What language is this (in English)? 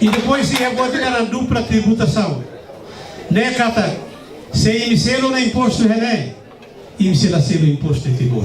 Tetum